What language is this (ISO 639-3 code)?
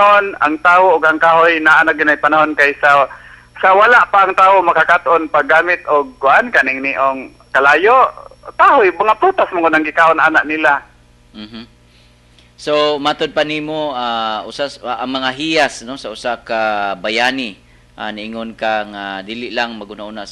ceb